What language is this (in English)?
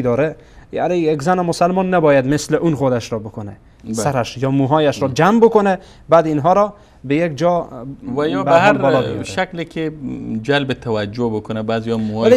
Persian